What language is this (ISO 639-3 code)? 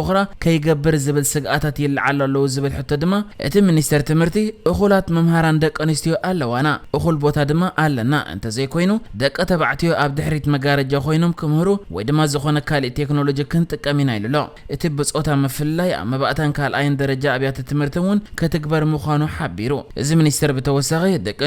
tir